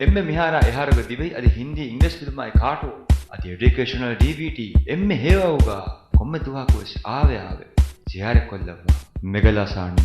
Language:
Divehi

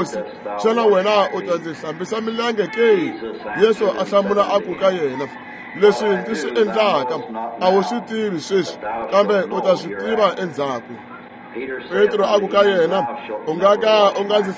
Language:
Tsonga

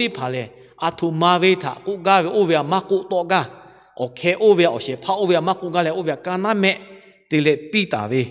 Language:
Lahu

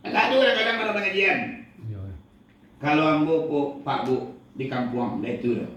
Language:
Minangkabau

